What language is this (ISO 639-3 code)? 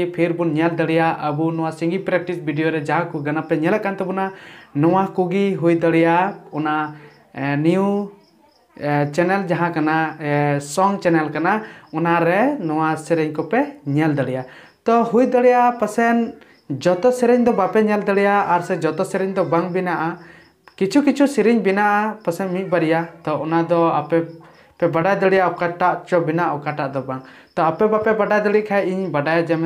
sat